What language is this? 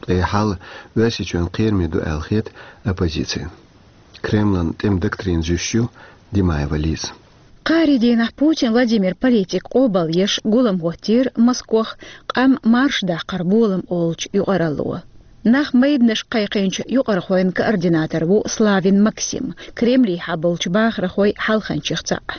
Chechen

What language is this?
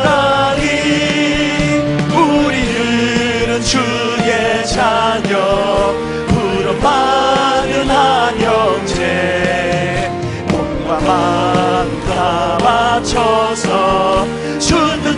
Korean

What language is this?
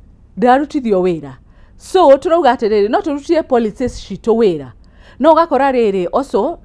Kikuyu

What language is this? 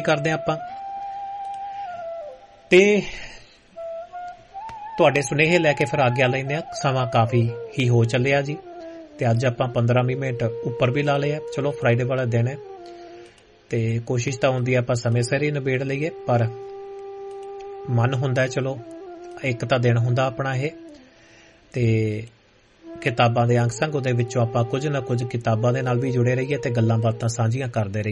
Punjabi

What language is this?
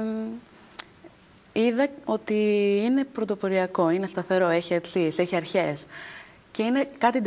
Greek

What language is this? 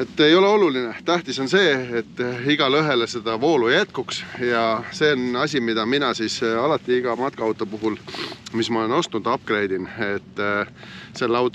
Estonian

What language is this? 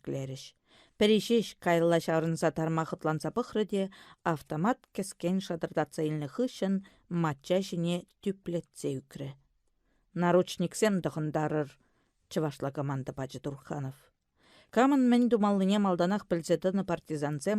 Chuvash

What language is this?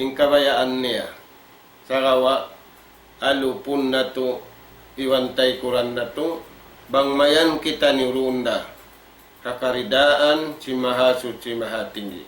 Tausug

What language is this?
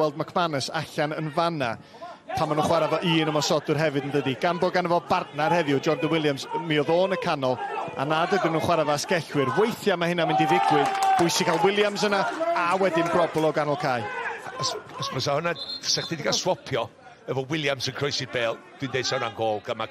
Welsh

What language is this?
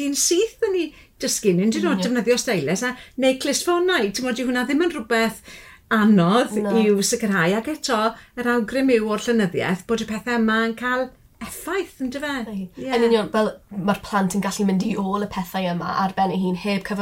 Welsh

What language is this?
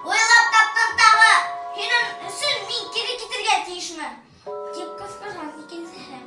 Bashkir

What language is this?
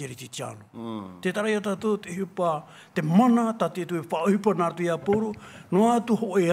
Tahitian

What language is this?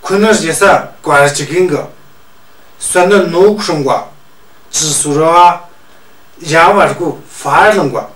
Tu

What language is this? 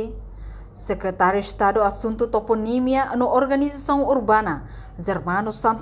Tetum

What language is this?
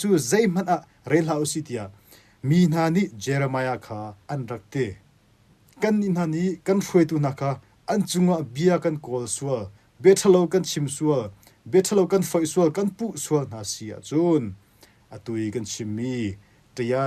Hakha Chin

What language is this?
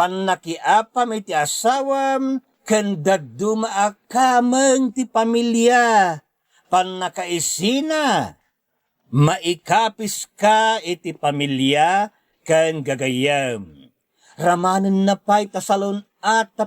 Iloko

